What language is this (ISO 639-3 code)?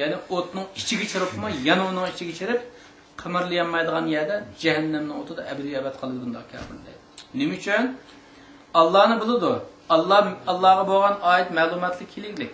uig